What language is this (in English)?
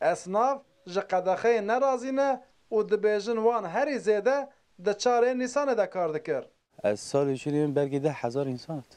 Kurdish